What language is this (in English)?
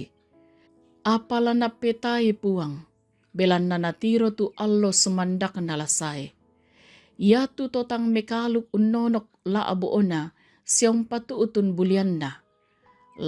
Toraja-Sa'dan